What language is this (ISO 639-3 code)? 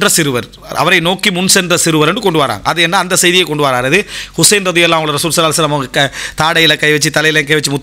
tam